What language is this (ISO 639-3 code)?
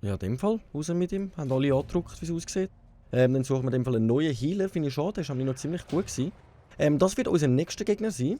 gsw